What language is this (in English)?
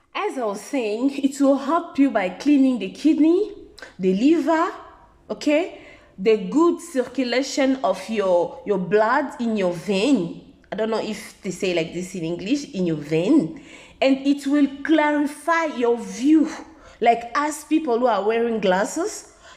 Lingala